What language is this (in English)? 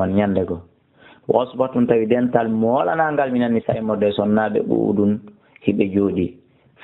Fula